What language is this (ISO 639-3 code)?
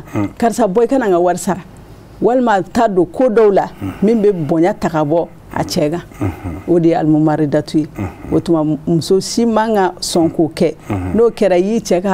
bam